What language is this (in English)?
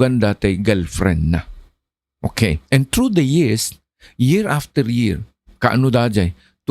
Iloko